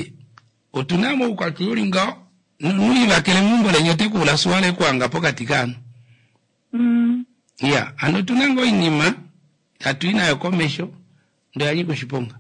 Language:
Kuanyama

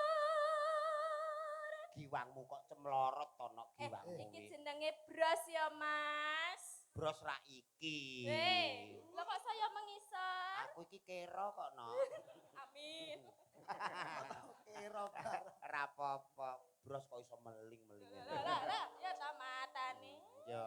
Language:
Javanese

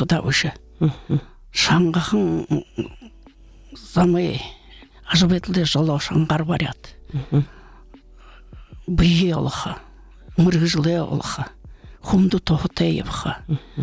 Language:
Buriat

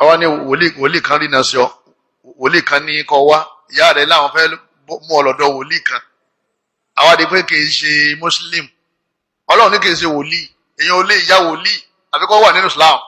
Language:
Yoruba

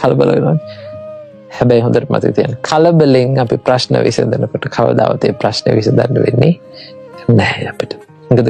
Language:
Sinhala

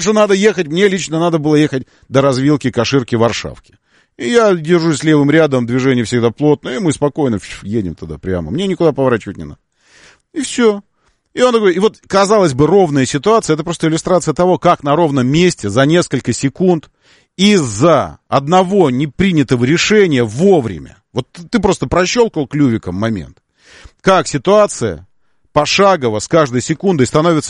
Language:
Russian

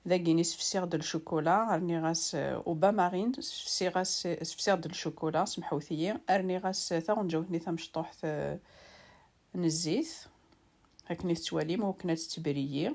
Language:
Kabyle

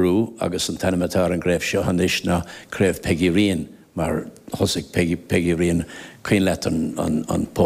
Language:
Irish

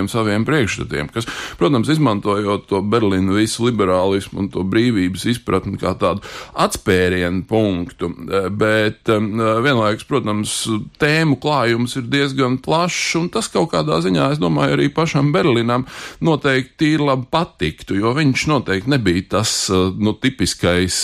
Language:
Latvian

